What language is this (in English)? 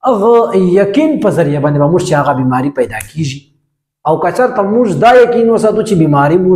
Pashto